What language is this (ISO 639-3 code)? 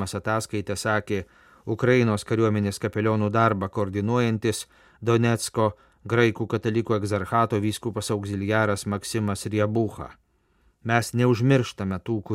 lit